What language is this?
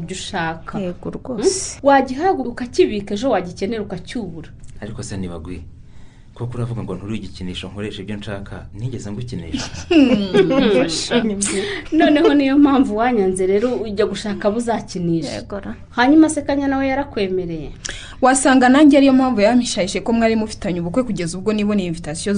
Kinyarwanda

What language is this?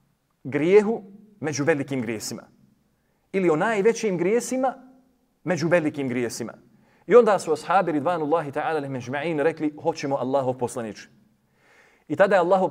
Bosnian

